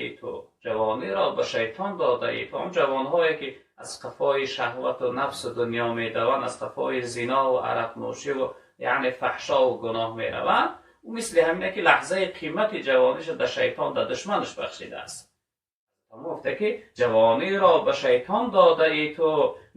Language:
Tajik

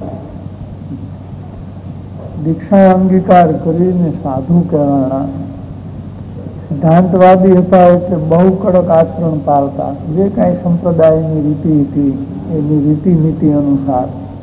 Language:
Gujarati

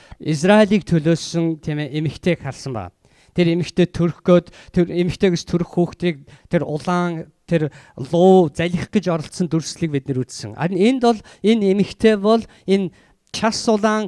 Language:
Mongolian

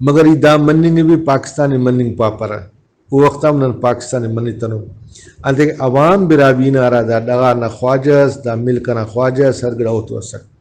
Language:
Brahui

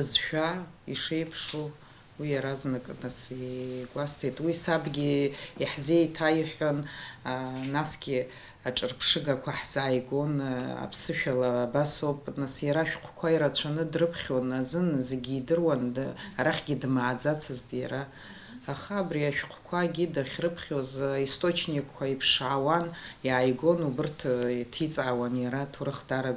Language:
Abkhazian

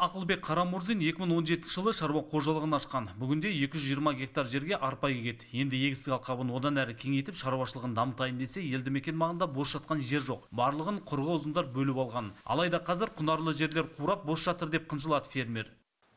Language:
Kazakh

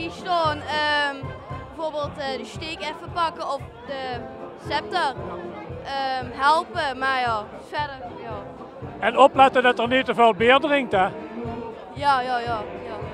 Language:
Limburgish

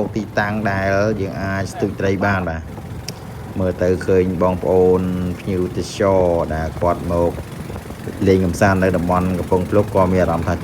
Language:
Khmer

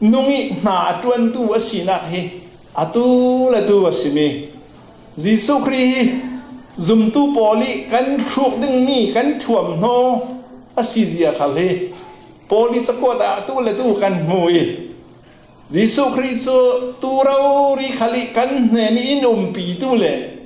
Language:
Falam Chin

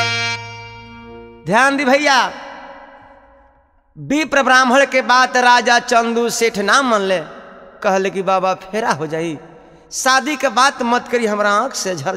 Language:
Bhojpuri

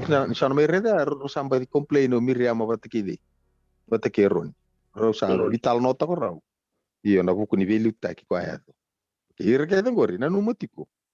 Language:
Fijian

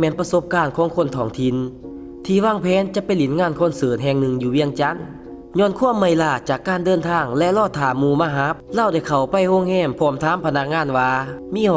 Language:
Lao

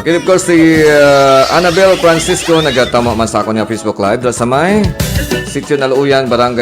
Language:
Hiligaynon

